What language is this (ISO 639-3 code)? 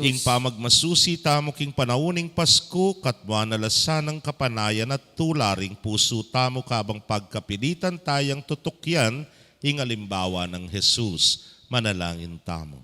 pam